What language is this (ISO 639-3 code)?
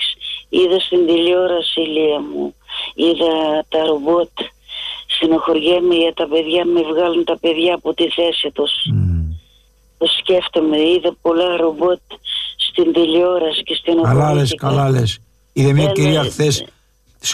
ell